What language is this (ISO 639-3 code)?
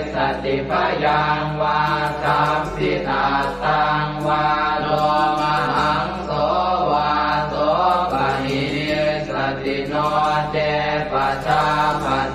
pli